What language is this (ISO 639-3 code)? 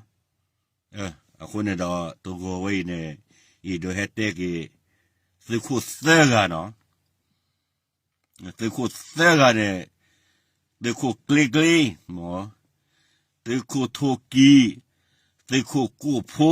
ksw